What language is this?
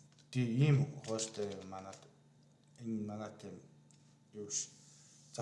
Mongolian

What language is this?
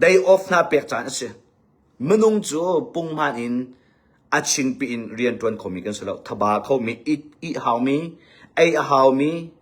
Hakha Chin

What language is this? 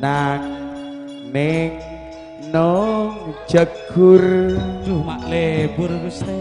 Madurese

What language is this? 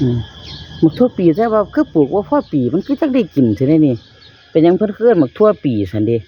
Northeastern Thai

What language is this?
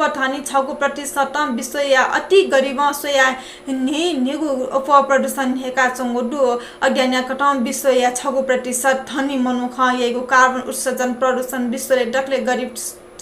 Newari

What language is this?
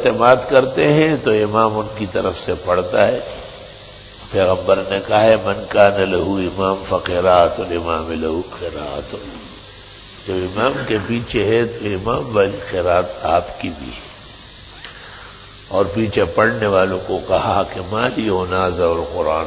Urdu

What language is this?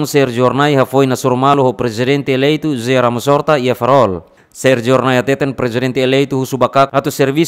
Tetum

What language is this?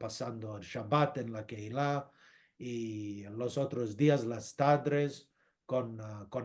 Ladino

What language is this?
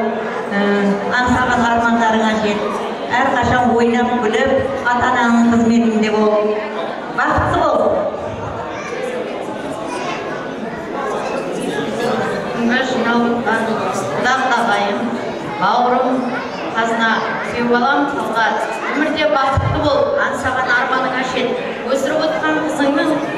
Kazakh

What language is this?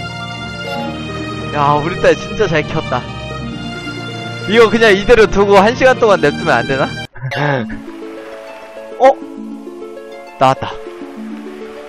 Korean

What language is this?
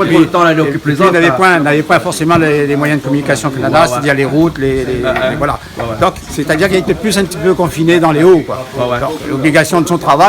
Réunion Creole French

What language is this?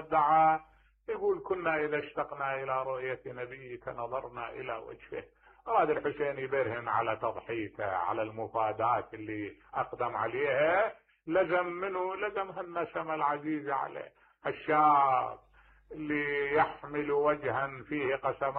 Mesopotamian Arabic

